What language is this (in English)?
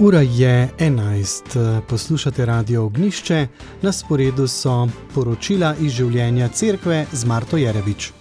Slovenian